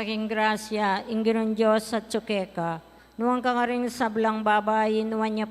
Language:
Pampanga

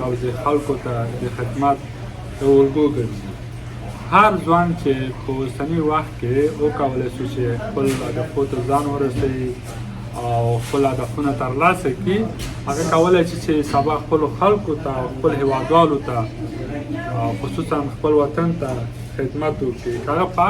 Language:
Pashto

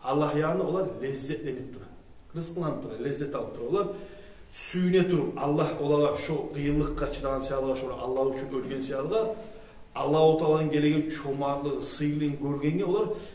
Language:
Kumyk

